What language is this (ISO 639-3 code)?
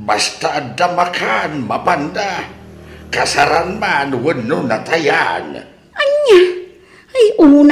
ilo